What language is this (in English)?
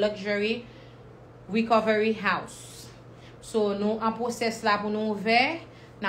Haitian Creole